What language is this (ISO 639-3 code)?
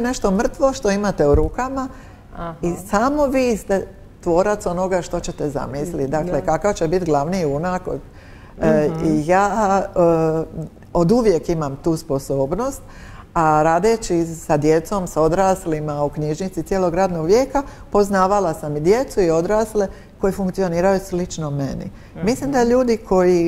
hrv